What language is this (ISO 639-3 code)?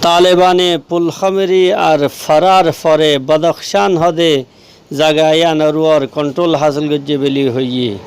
rhg